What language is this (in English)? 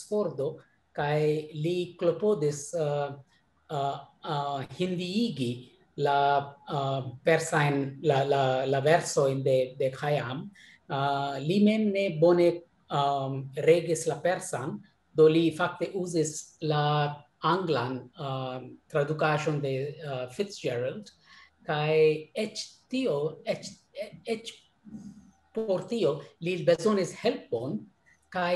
Esperanto